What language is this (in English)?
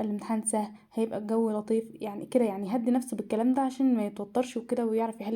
Egyptian Arabic